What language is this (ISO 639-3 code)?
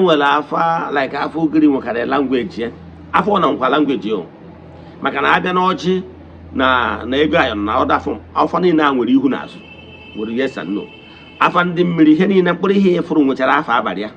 ibo